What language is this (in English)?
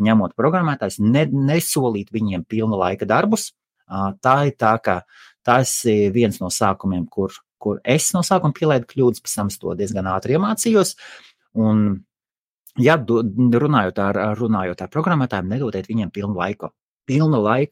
Latvian